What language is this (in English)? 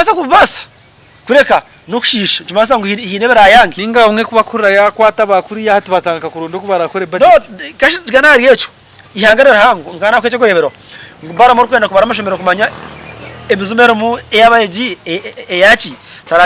Nyankole